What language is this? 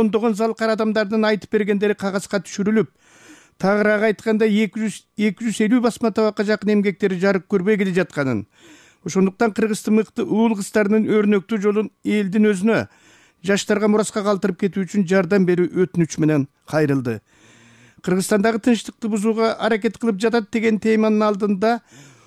Kyrgyz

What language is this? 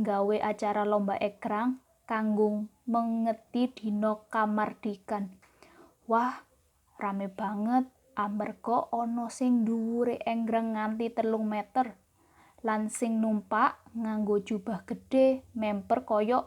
Javanese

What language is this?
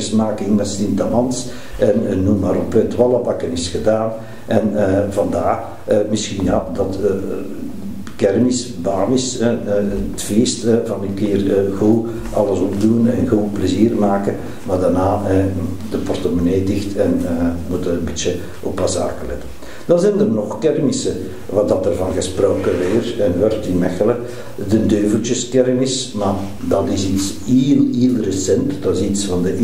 Dutch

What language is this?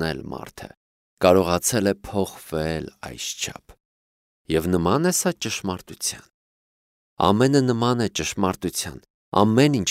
Armenian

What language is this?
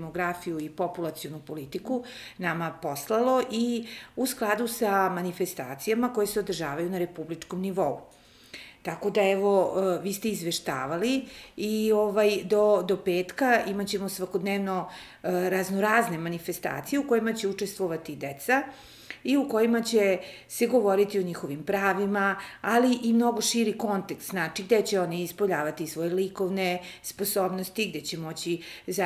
Serbian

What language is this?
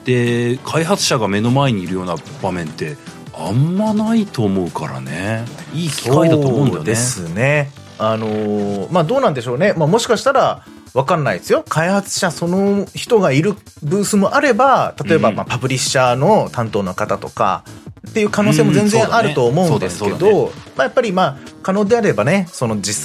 Japanese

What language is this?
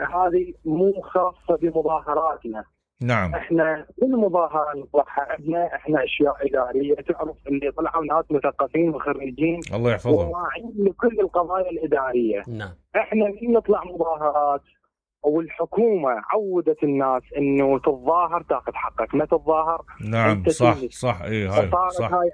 Mesopotamian Arabic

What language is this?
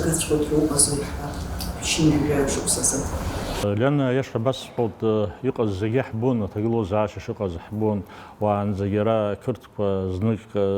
Abkhazian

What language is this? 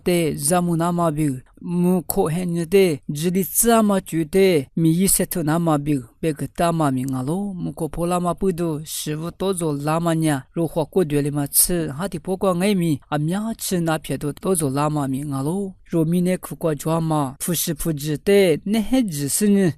Lisu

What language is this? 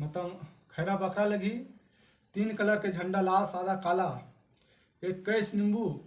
Chhattisgarhi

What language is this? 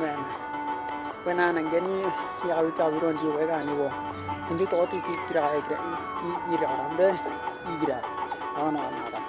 Western Dani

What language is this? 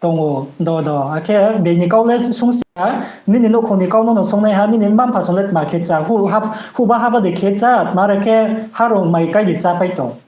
Riang (India)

